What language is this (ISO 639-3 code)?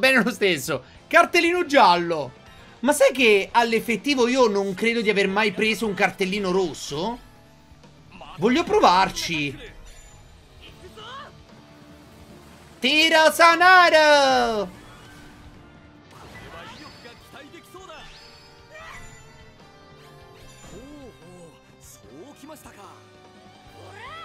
ita